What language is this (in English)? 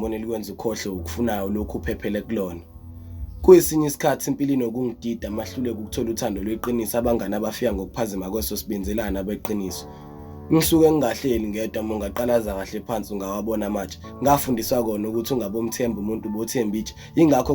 Zulu